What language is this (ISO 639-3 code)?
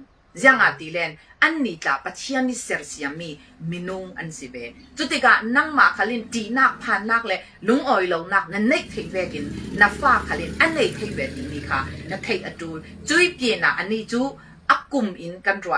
cfm